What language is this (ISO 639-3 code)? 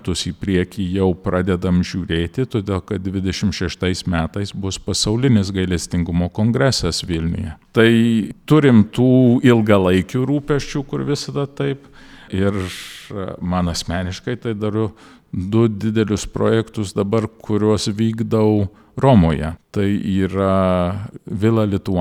lit